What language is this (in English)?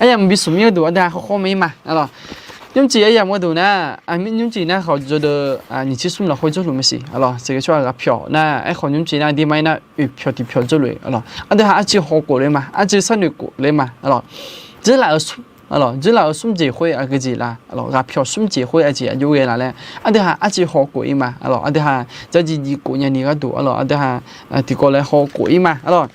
Akha